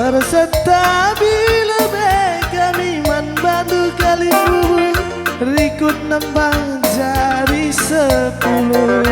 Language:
Batak Karo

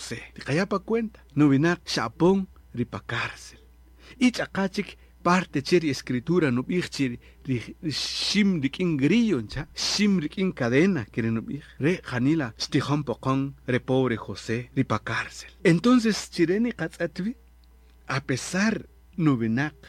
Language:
Kaqchikel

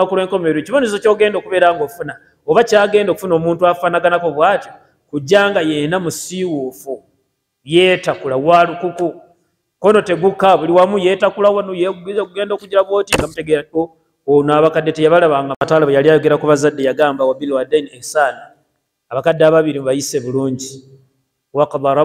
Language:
Ganda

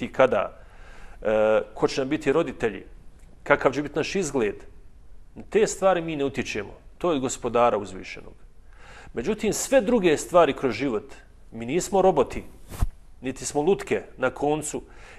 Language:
Bosnian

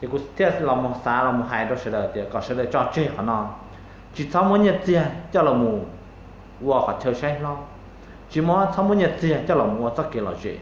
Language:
Hmong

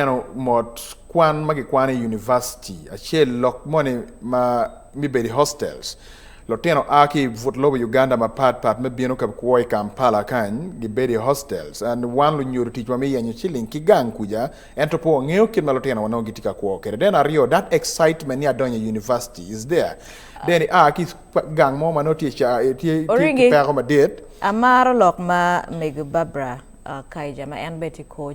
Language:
Acoli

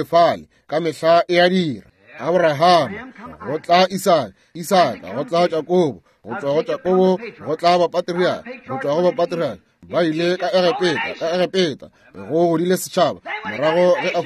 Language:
Northern Sotho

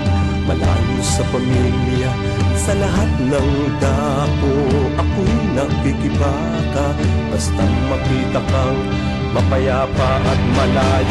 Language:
Filipino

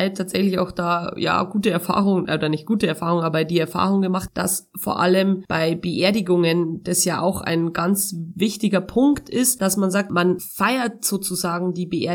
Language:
German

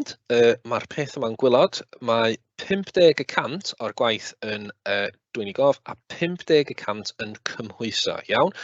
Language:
Welsh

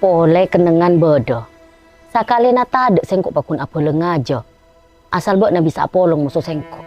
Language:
Madurese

